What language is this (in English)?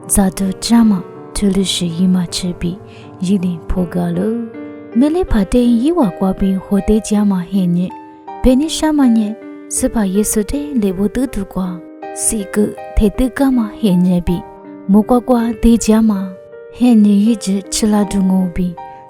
Lisu